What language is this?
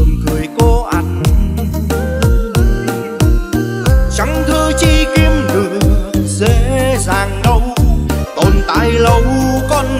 Vietnamese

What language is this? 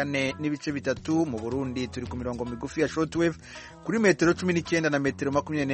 Kinyarwanda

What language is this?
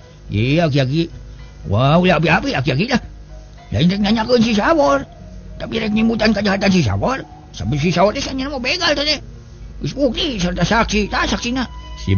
Sundanese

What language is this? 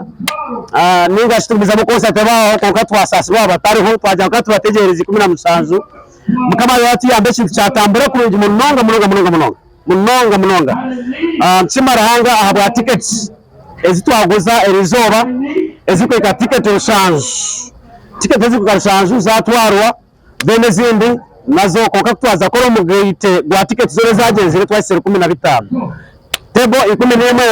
Nyankole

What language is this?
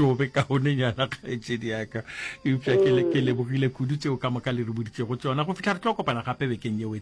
Northern Sotho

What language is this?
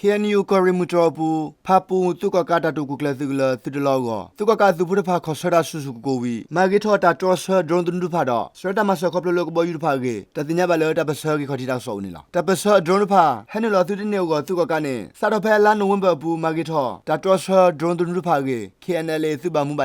S'gaw Karen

